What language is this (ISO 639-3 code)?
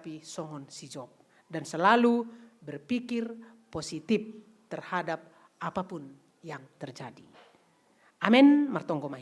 bts